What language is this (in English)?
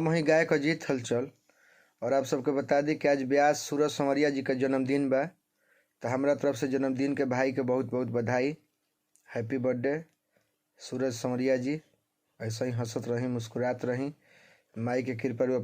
Bhojpuri